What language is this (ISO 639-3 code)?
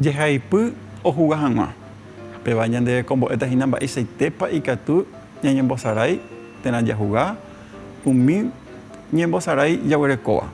grn